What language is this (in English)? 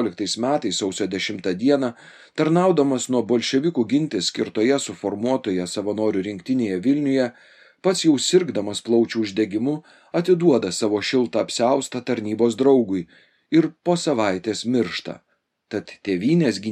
Lithuanian